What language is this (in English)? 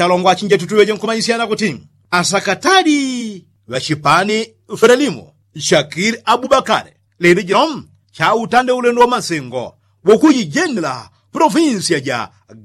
Yao